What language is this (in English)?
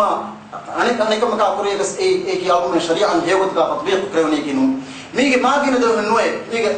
Divehi